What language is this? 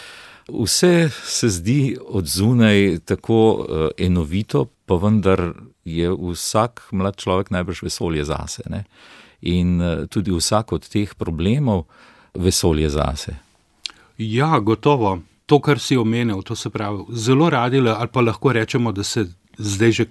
Slovenian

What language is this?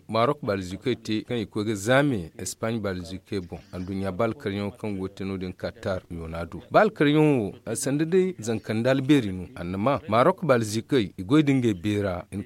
Zarma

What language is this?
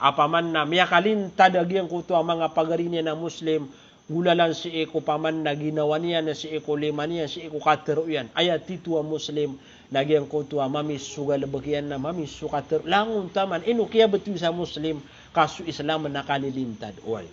Maranao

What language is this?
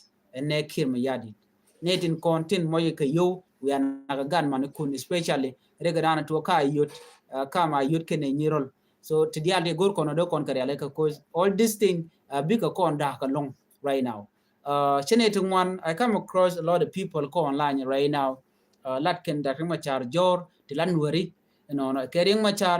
Nuer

